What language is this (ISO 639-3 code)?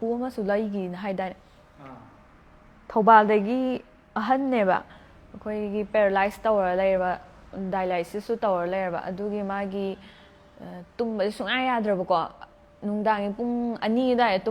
mni